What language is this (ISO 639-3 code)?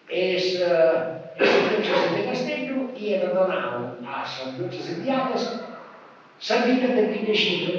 srd